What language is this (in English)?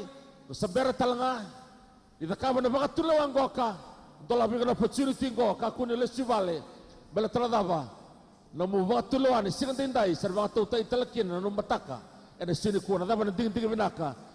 Fijian